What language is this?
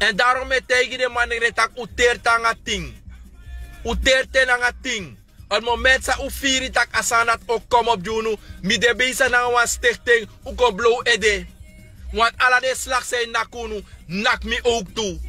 Sranan Tongo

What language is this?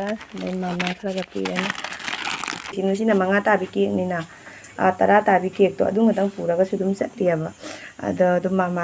Manipuri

